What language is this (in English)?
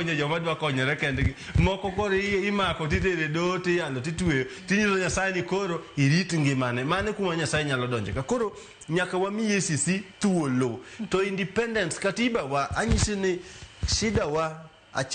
Luo (Kenya and Tanzania)